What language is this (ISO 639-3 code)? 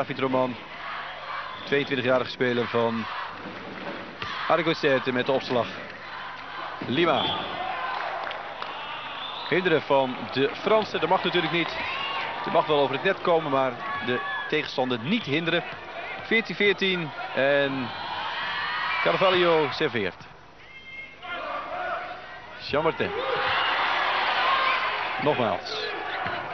nld